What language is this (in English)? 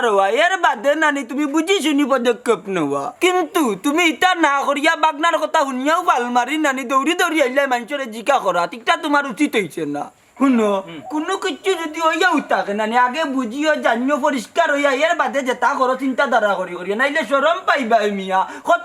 Sylheti